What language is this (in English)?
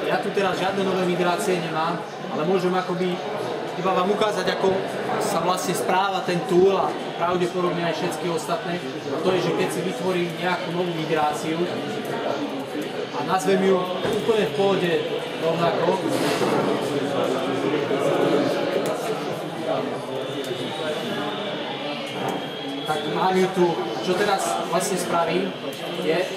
Slovak